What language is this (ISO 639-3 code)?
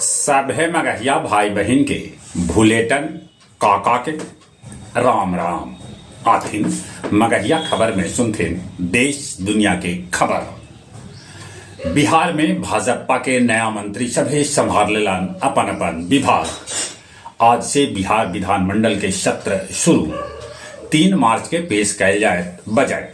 mag